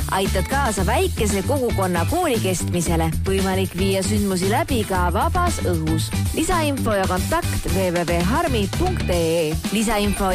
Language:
Estonian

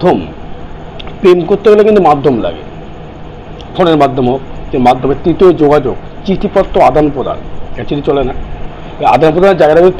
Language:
Bangla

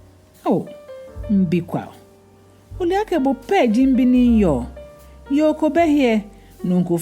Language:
Ga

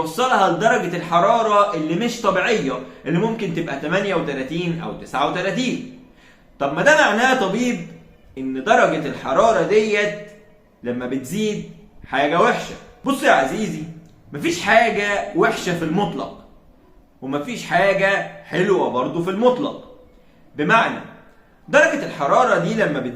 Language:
Egyptian Arabic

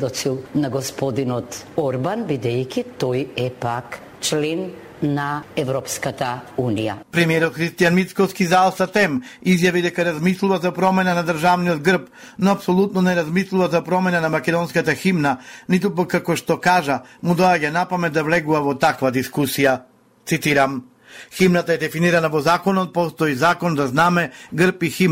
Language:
Macedonian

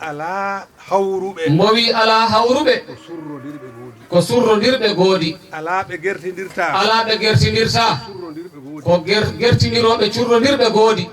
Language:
Fula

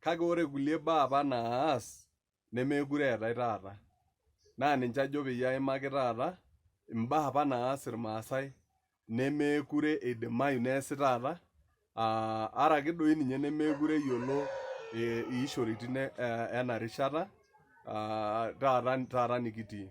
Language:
Masai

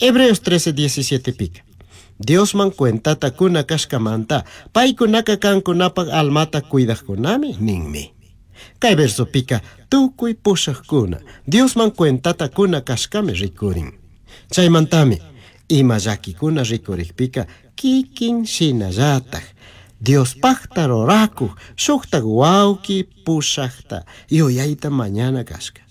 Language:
Chimborazo Highland Quichua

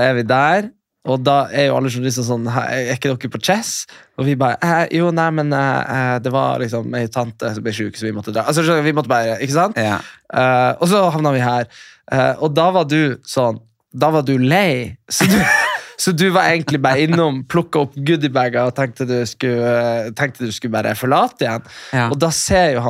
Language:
Norwegian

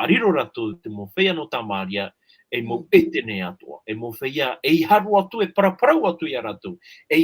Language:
Tahitian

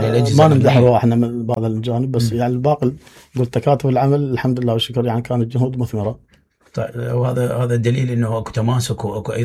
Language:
Mesopotamian Arabic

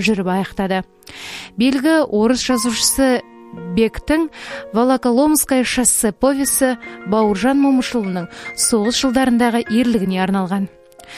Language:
Kazakh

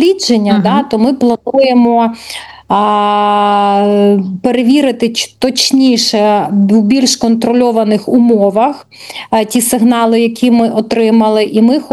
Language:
Ukrainian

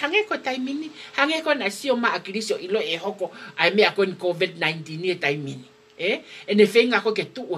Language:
Tongan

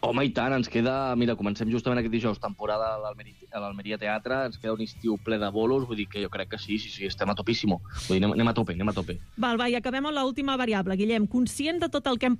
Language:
Catalan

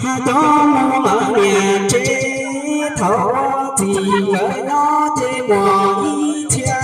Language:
Hmong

